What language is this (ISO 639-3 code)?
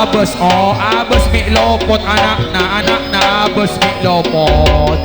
mad